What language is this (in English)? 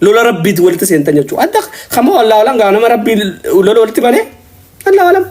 Oromo